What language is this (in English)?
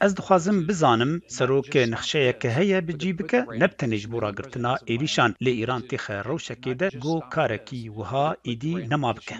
Kurdish